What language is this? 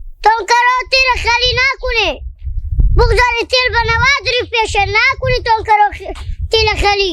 Hazaragi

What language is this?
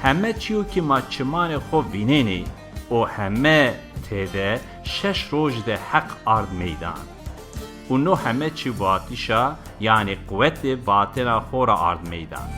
Zaza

